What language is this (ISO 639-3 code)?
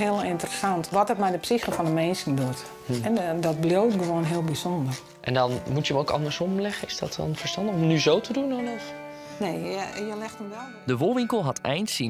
fry